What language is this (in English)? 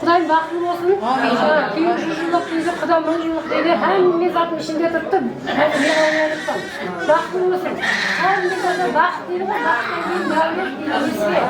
Kara-Kalpak